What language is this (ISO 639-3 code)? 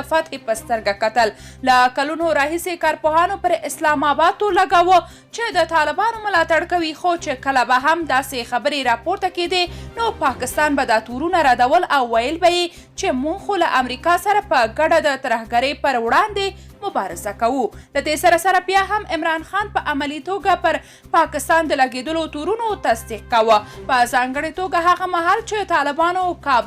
pus